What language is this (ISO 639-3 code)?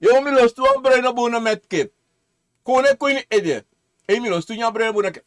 srn